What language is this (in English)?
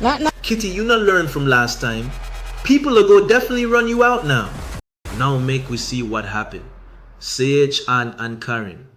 Jamaican Creole English